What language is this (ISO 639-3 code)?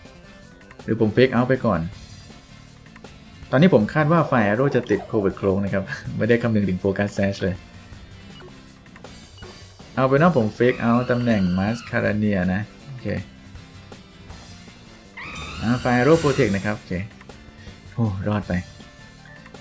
tha